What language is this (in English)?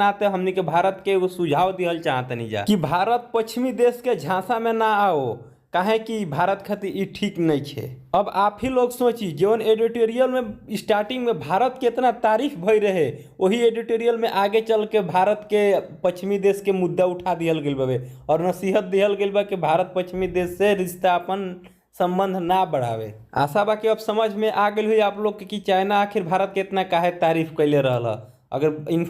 Bhojpuri